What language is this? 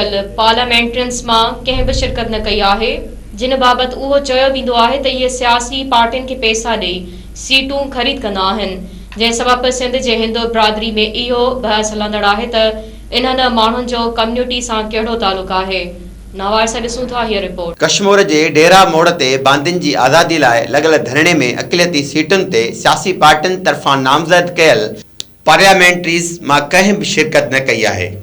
Sindhi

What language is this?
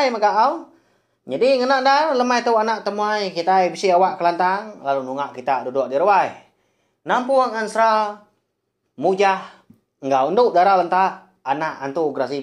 Iban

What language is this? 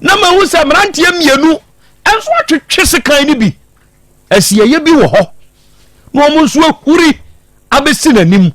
Akan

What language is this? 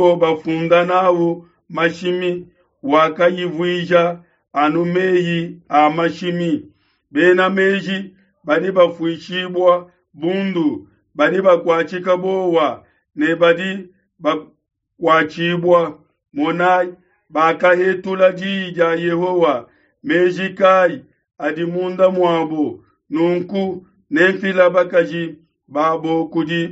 Luba-Lulua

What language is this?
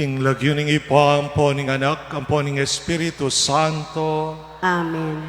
Pampanga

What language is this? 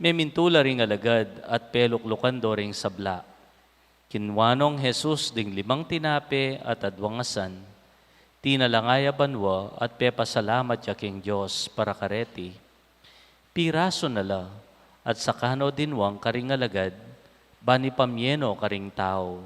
Pampanga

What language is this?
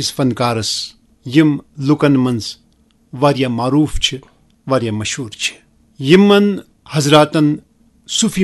Kashmiri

